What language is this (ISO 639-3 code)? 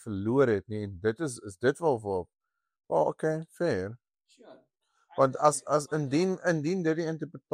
afr